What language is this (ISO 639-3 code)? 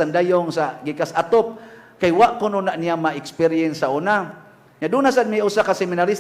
ceb